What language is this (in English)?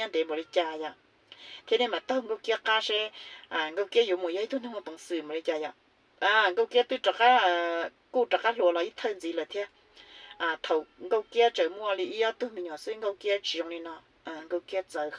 Hmong